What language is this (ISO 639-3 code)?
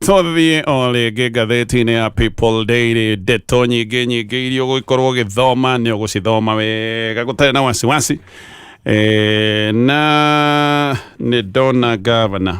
kik